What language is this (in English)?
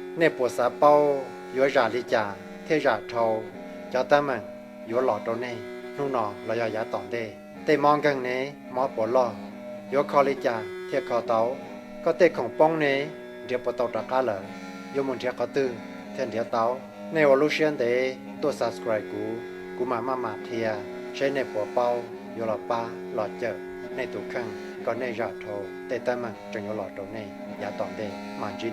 Hmong